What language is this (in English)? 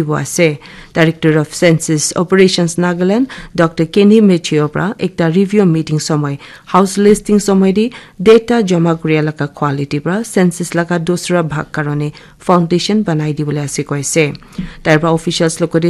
Naga Pidgin